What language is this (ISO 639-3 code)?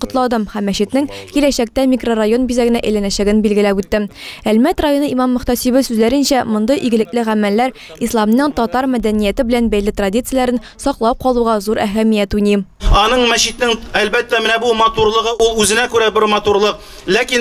tat